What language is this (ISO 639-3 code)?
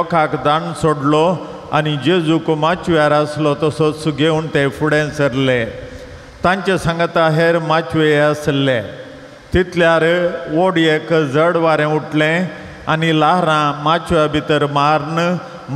kok